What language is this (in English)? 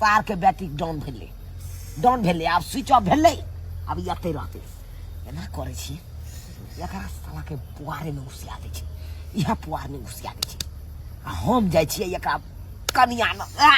Maithili